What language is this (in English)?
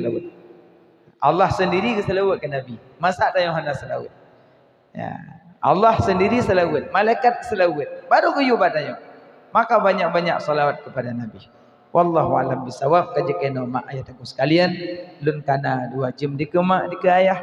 Achinese